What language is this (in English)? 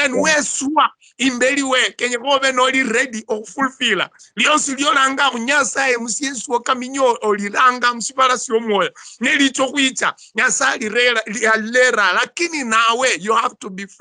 Luyia